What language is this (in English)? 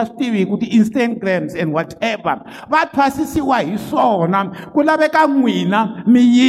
Tsonga